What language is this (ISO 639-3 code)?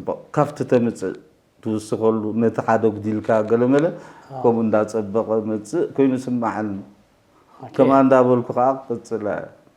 tir